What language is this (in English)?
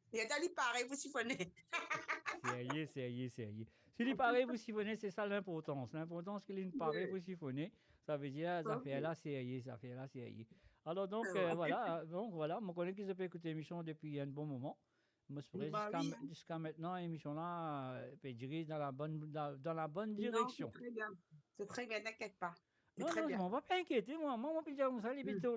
Morisyen